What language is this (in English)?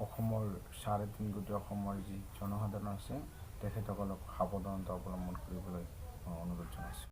Assamese